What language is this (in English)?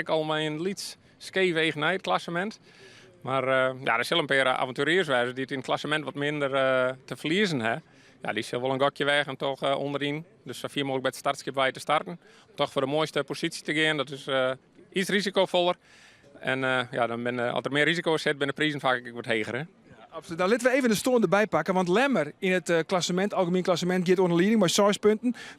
Western Frisian